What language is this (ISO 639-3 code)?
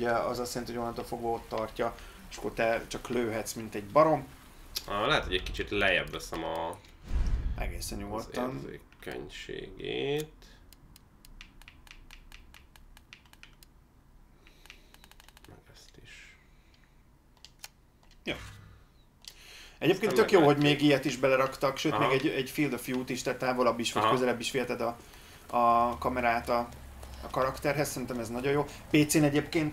hun